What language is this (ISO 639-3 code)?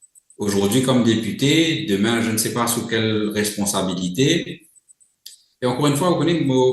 mfe